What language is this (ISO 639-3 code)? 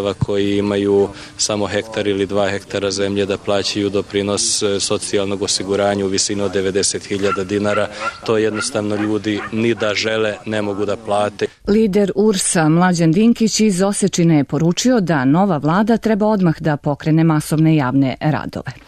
srp